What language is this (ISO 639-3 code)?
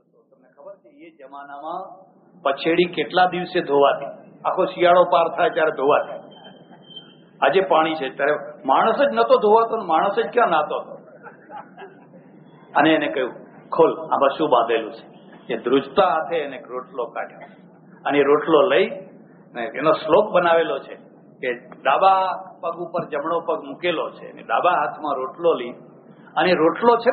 guj